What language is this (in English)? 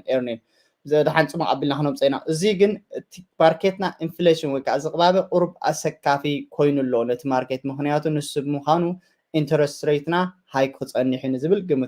Tigrinya